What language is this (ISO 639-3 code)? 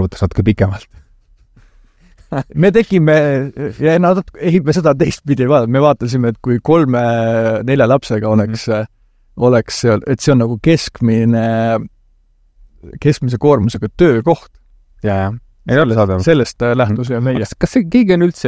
est